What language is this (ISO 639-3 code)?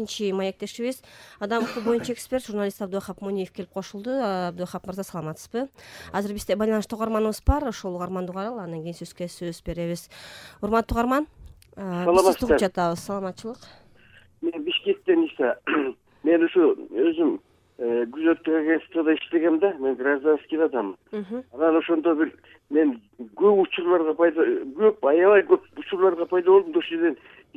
kir